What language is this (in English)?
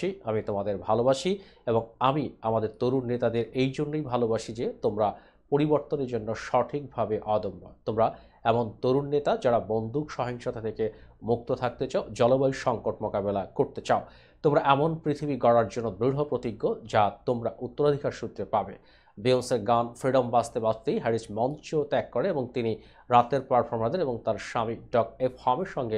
Bangla